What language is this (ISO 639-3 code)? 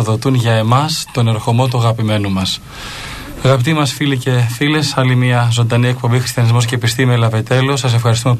ell